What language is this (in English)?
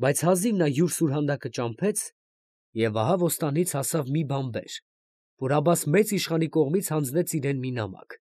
Armenian